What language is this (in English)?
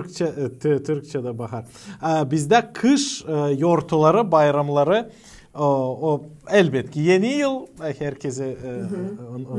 Gagauz